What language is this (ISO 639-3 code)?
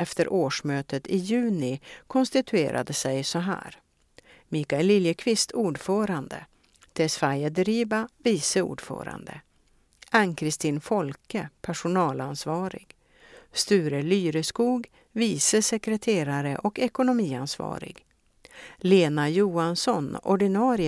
swe